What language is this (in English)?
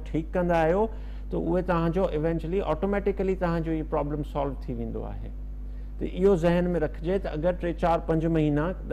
Sindhi